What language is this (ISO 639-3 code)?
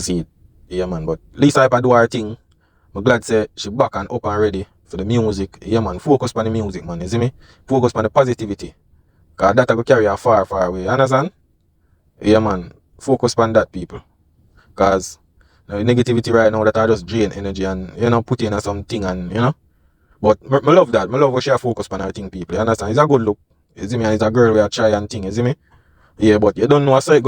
jam